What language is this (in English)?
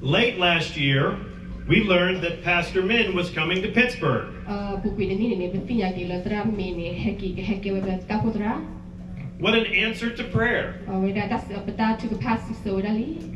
S'gaw Karen